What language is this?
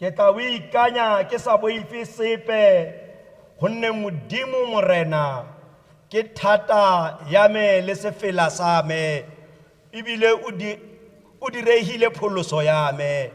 Tswana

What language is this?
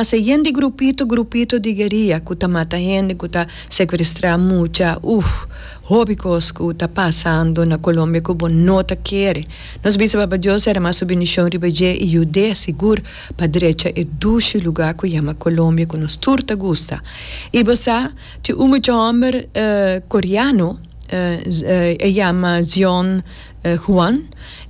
Papiamento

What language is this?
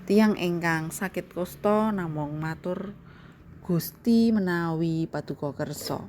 Javanese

